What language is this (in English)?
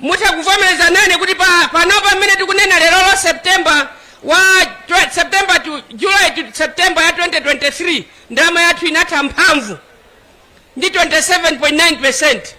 Nyanja